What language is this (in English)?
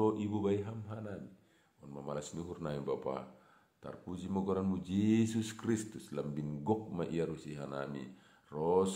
Batak Simalungun